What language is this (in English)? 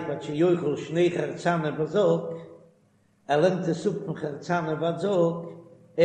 Yiddish